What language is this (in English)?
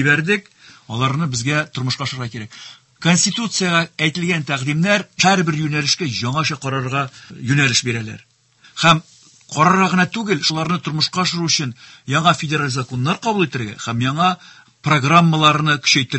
Tatar